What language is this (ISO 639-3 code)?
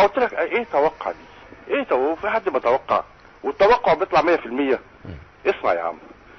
arz